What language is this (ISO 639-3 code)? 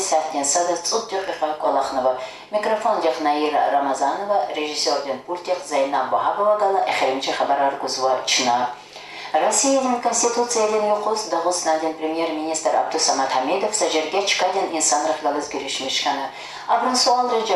lez